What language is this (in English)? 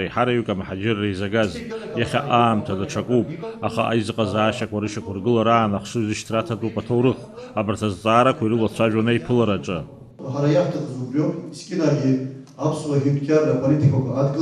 Abkhazian